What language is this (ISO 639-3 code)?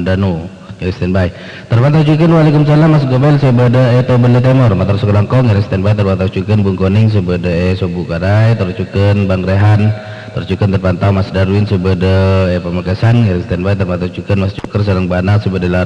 mad